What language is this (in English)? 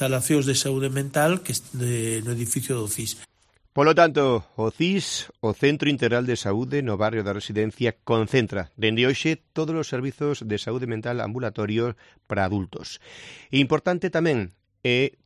Galician